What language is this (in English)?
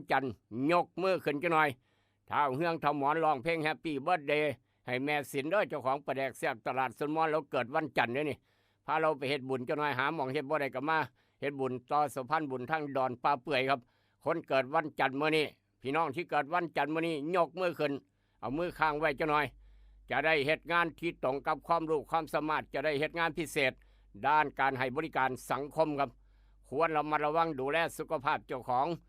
Northeastern Thai